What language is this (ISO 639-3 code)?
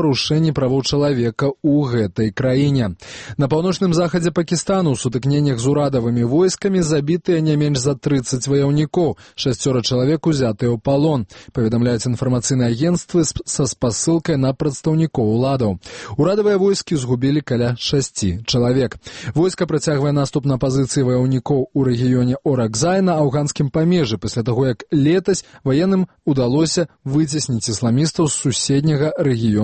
bel